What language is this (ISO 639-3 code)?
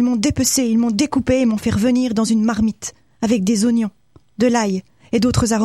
fra